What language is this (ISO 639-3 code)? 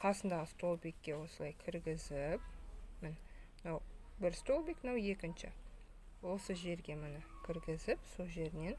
kaz